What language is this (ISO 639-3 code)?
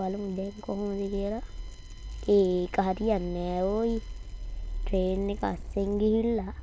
sin